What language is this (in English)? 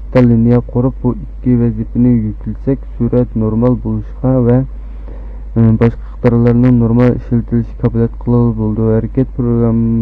Uyghur